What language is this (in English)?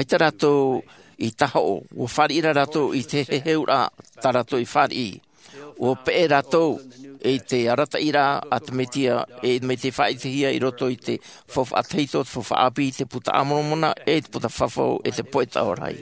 Tahitian